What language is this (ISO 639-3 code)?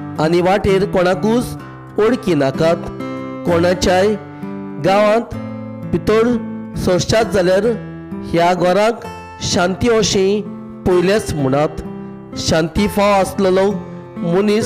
kok